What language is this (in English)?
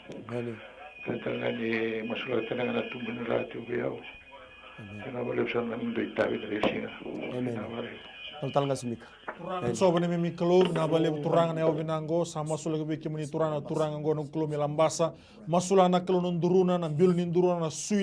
Fijian